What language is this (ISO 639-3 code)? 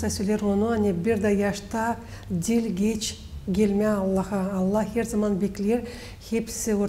gag